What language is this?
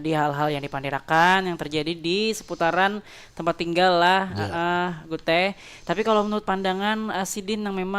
Banjar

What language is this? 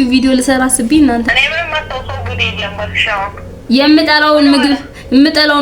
Amharic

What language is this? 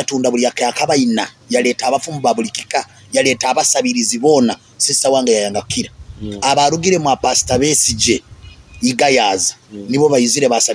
Nyoro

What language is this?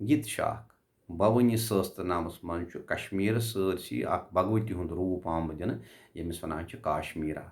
Kashmiri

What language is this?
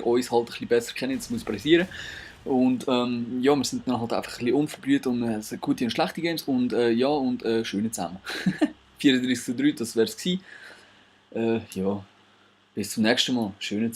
Swiss German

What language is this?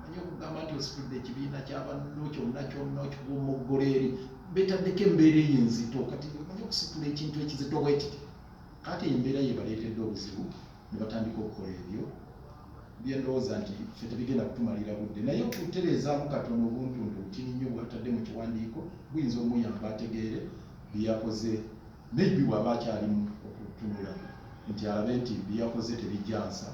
Ganda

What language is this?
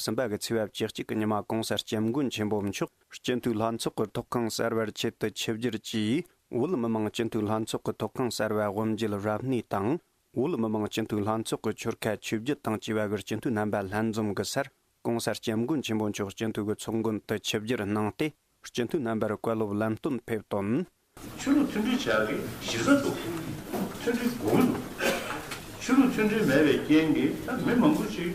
Tibetan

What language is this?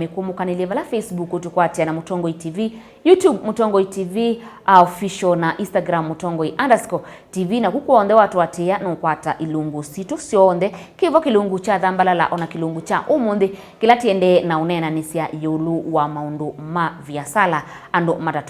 Kamba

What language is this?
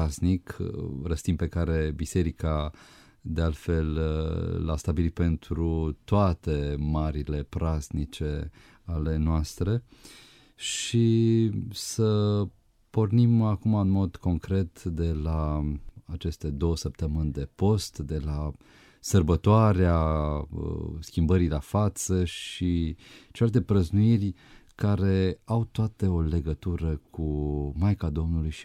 Romanian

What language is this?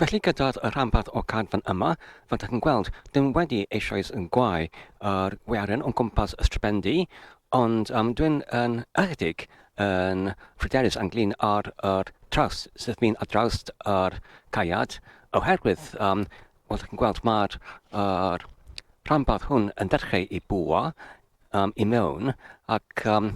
Welsh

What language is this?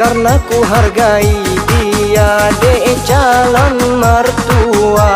Achinese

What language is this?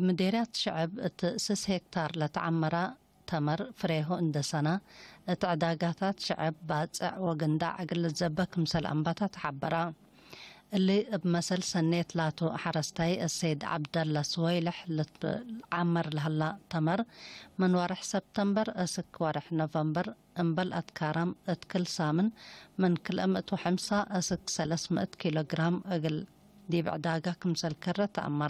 Tigre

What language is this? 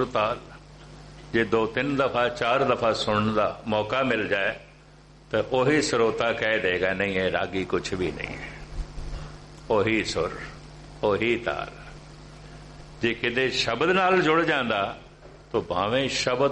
Punjabi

